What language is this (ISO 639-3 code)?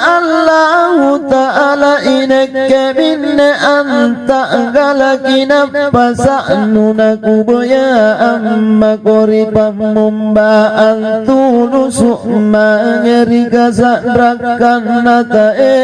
mak